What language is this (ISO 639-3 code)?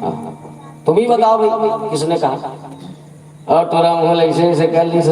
hne